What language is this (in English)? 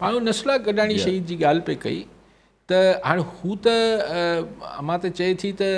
Sindhi